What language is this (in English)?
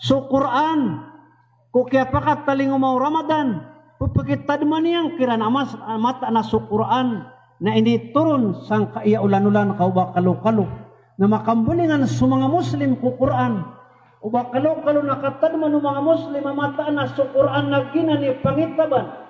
Maranao